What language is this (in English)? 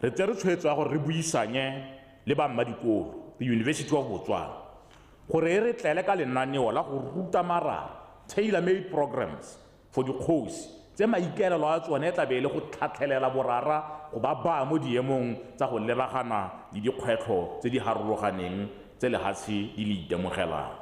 Tswana